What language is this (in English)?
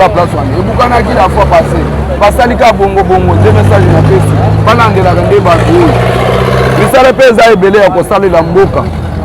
Lingala